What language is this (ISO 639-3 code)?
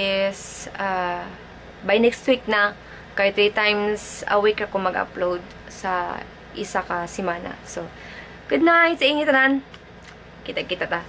ceb